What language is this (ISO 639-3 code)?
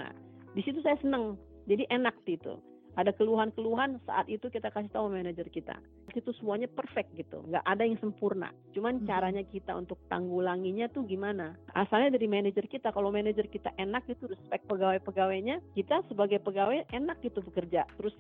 ind